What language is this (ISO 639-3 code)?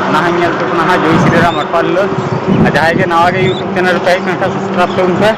sat